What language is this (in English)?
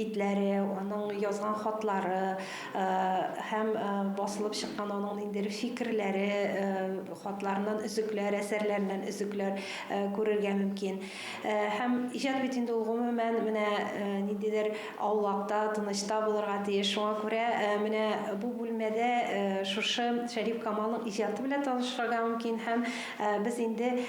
Tatar